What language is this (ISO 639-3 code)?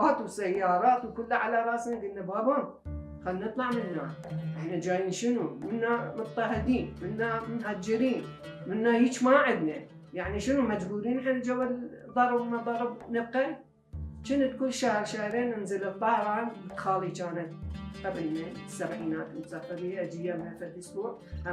acm